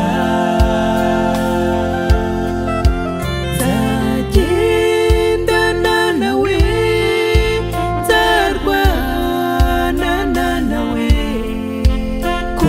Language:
Kinyarwanda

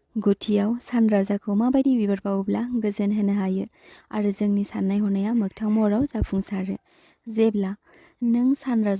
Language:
Bodo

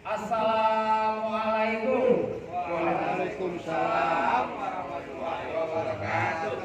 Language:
Betawi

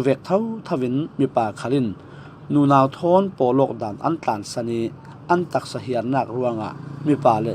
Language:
Falam Chin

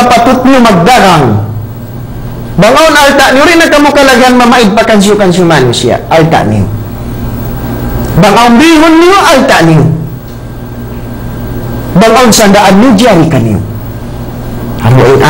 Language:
Tausug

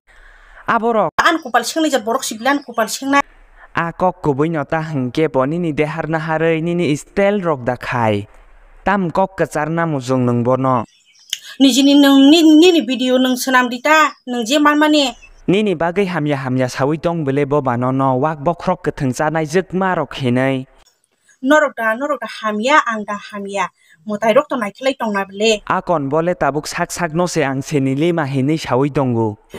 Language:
Kok Borok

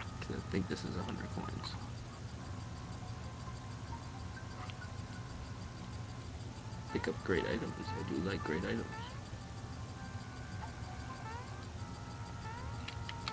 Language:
English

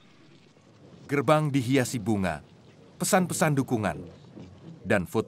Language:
Indonesian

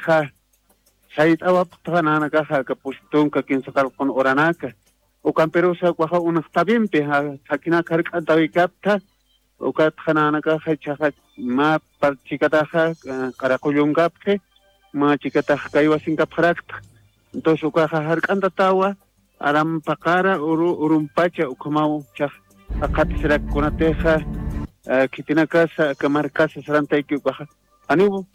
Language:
Aymara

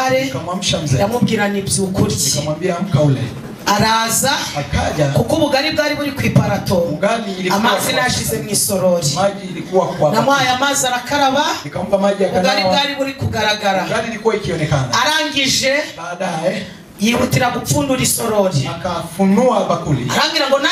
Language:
Kinyarwanda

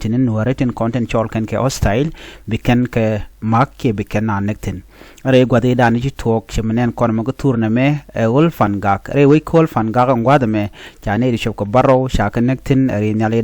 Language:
Nuer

